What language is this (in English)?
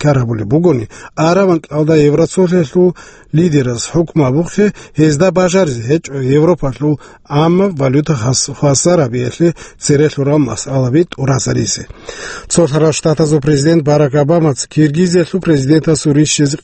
Avaric